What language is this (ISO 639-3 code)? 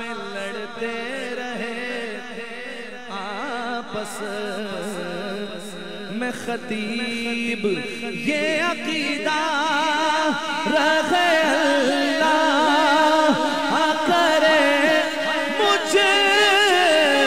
urd